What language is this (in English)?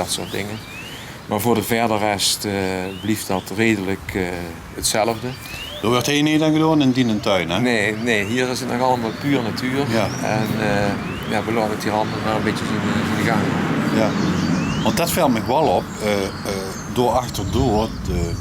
Limburgish